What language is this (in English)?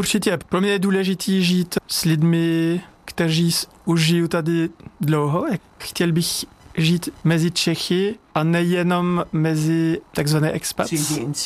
Czech